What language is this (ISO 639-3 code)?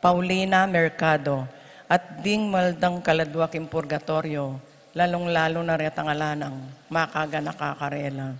pam